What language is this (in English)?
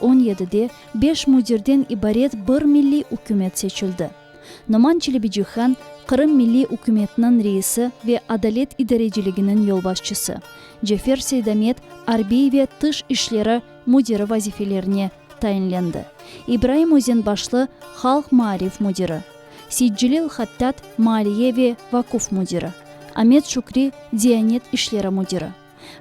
Crimean Tatar